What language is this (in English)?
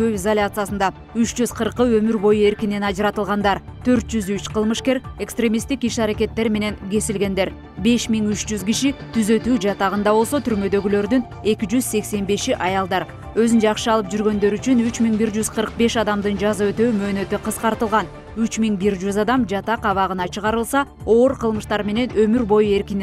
Kyrgyz